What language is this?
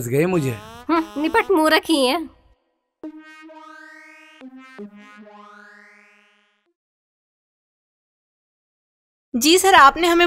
Hindi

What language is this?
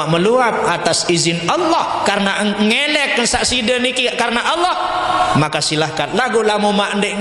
Sasak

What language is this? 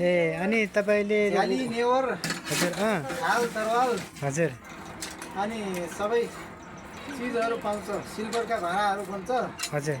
Nepali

